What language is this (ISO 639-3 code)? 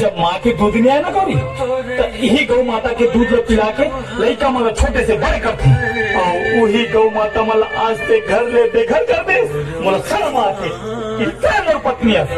hne